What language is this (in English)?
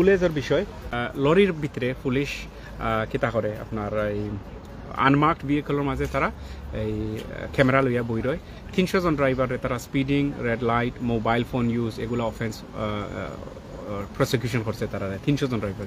Sylheti